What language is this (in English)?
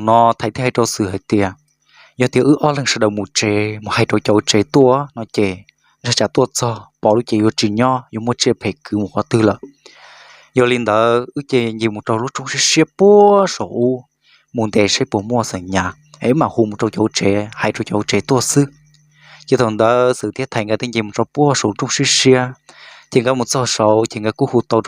Hmong